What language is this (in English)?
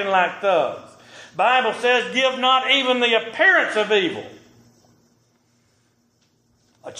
English